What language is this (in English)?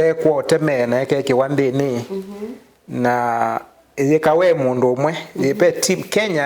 Kamba